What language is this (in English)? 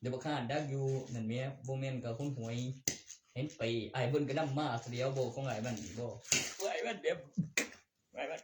Northeastern Thai